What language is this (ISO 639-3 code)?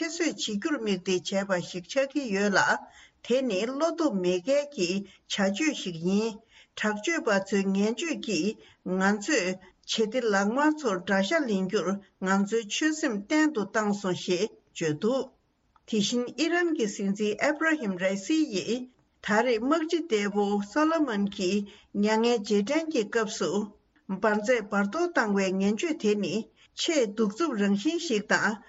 bod